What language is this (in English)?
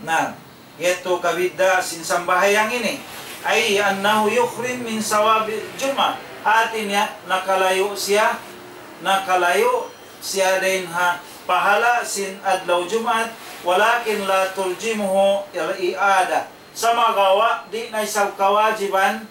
Tausug